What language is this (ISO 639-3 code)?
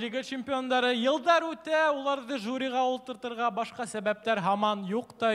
bak